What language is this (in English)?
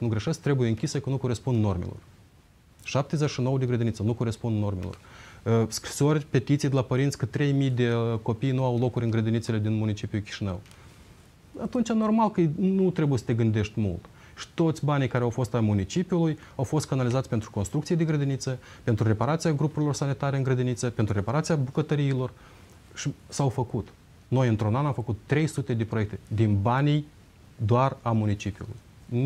Romanian